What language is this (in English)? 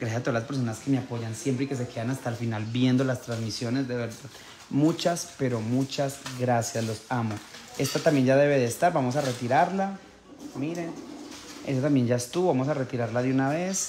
Spanish